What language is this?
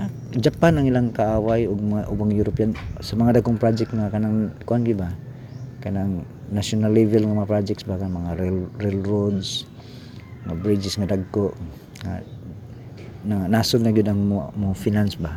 Cebuano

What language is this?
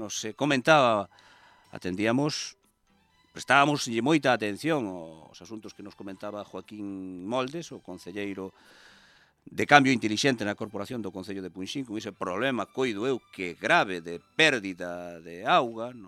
Galician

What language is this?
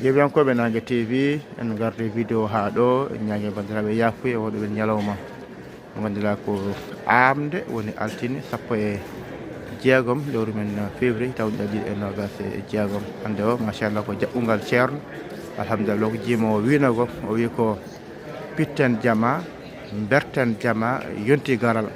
Fula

